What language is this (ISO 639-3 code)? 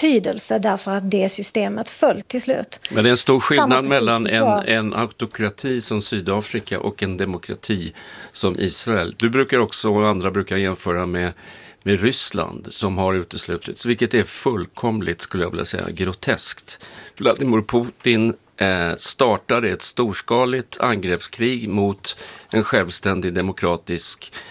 swe